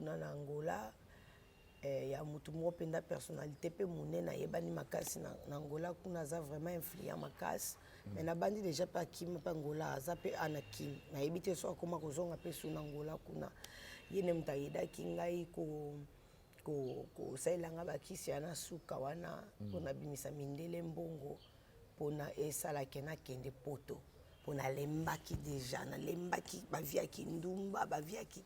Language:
Lingala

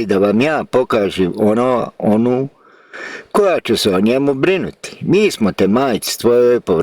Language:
Bosnian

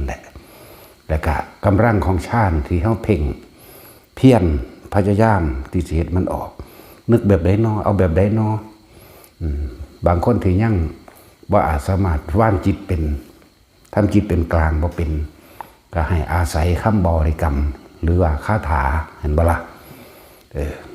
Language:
Northeastern Thai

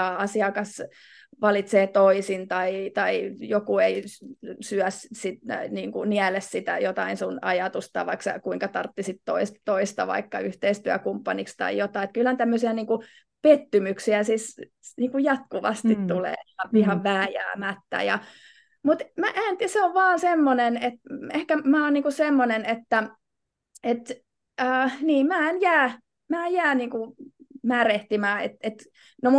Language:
Finnish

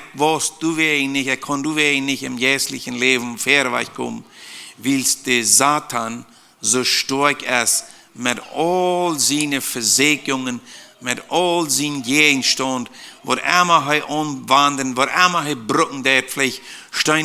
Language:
Plautdietsch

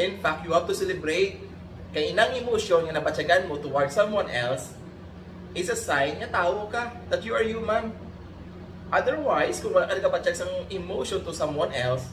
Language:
Hiligaynon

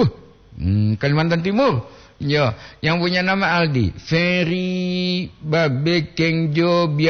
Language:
Gorontalo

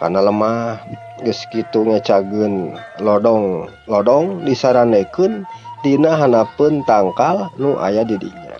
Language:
Sundanese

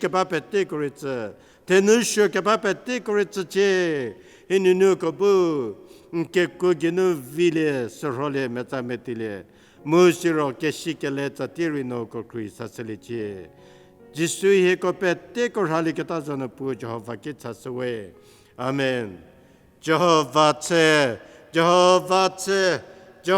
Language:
Angami Naga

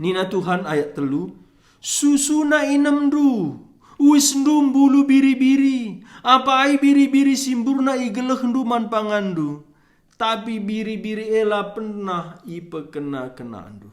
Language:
Batak Karo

